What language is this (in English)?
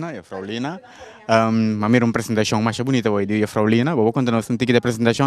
Papiamento